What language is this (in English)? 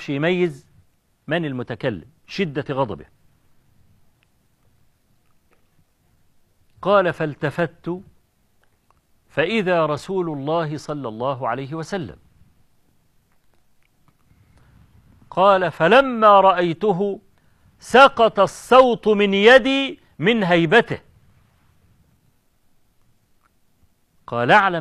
Egyptian Arabic